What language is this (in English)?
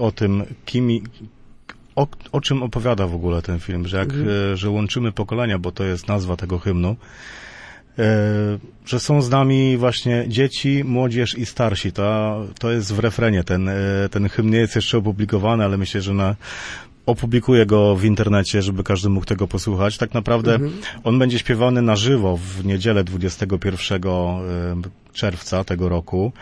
Polish